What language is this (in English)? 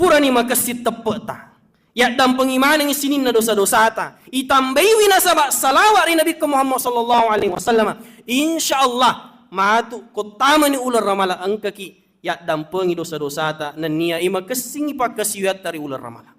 Buginese